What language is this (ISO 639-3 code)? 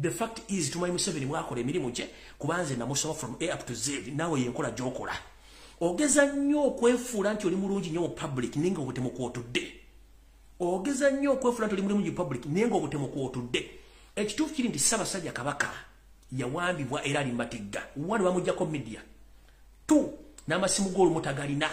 lug